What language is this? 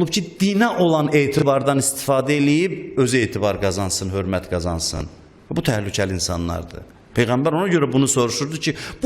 Azerbaijani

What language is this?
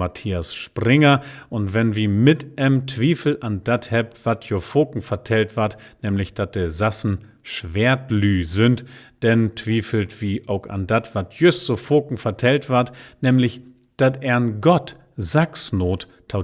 Low German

